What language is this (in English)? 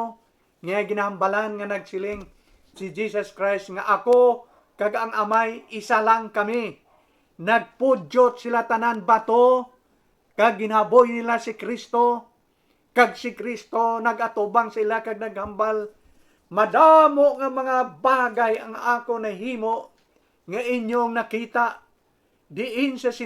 Hiligaynon